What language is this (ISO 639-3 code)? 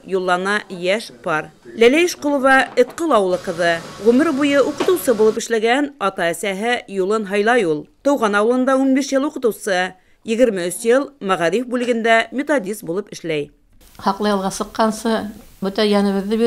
bak